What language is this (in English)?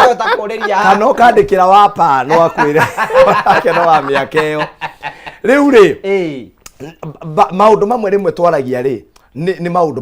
Kikuyu